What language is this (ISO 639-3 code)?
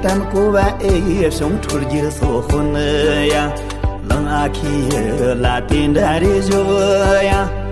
bod